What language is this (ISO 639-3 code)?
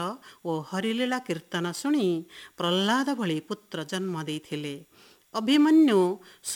ori